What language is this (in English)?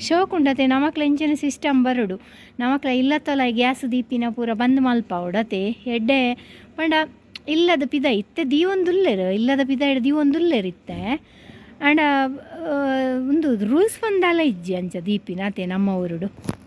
Tulu